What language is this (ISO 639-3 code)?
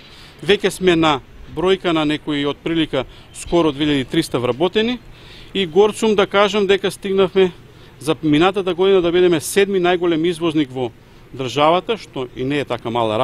mkd